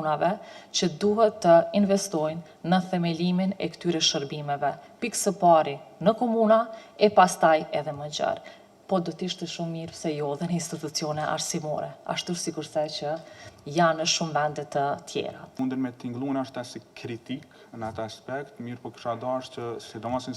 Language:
Albanian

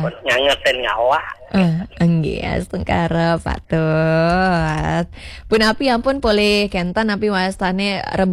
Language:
Balinese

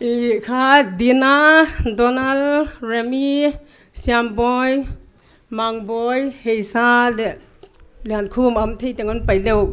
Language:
Paite Chin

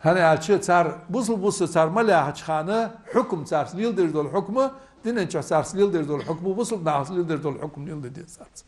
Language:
Ingush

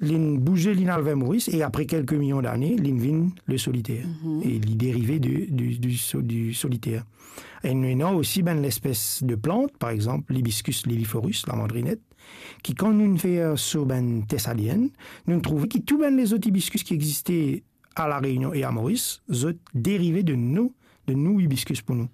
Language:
Morisyen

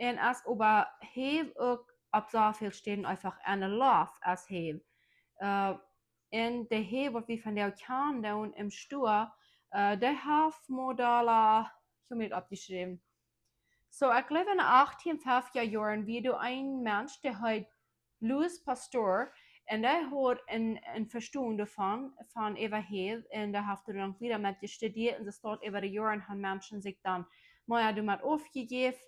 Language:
Plautdietsch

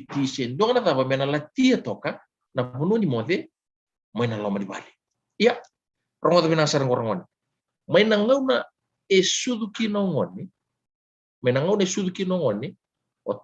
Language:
Fijian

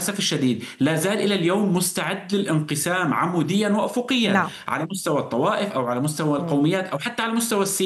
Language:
Arabic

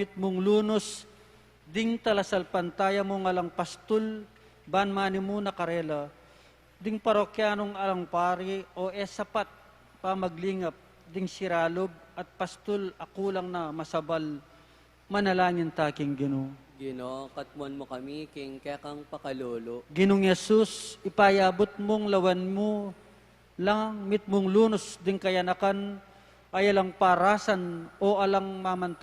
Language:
Pampanga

